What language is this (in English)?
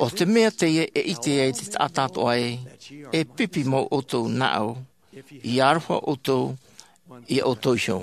Tahitian